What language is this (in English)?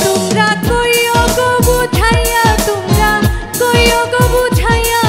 Sylheti